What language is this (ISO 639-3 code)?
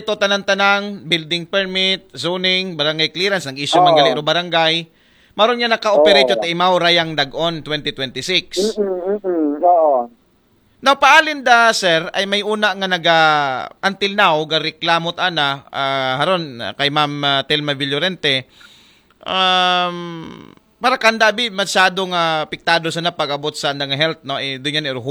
akl